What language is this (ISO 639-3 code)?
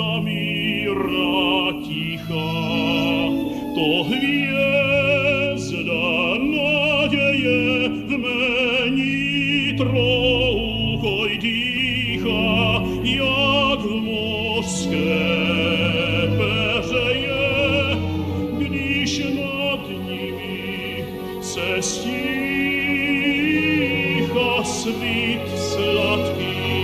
ces